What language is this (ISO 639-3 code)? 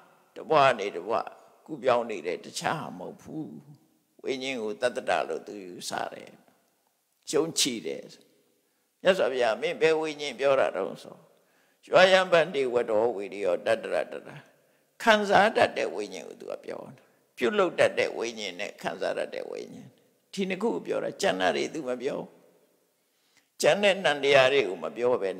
mya